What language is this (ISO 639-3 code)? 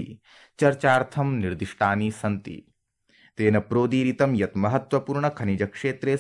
san